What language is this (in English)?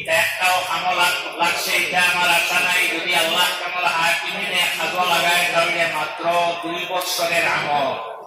Sylheti